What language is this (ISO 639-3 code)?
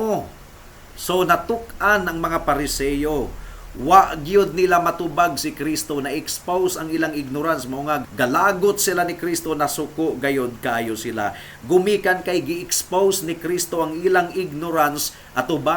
ceb